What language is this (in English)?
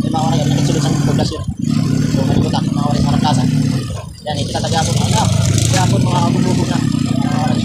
Waray